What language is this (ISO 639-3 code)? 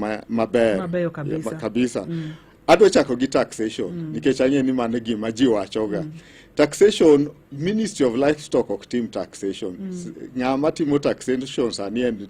luo